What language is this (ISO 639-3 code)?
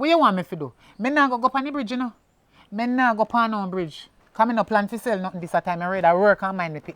jam